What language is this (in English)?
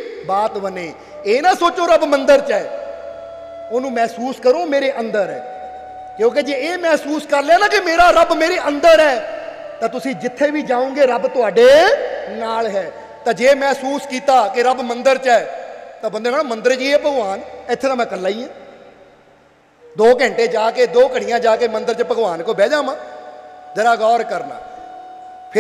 Punjabi